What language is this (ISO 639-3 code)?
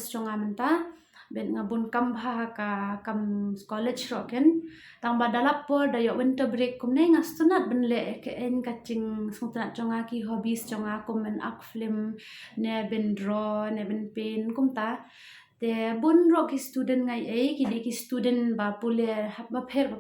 kha